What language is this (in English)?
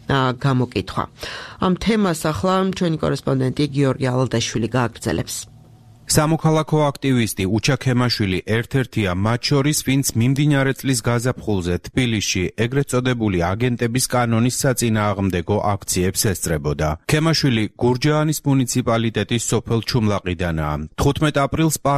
Georgian